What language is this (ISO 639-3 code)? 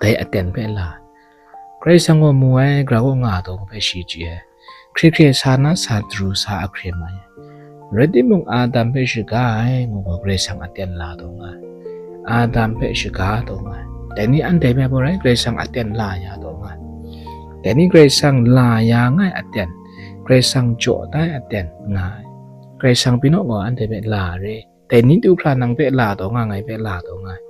kac